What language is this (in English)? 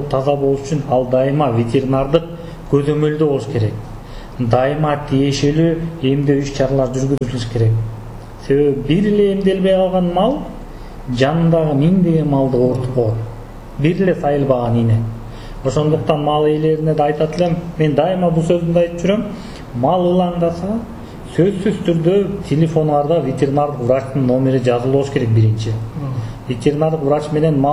Kyrgyz